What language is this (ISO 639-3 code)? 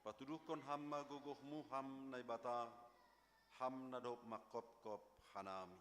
bts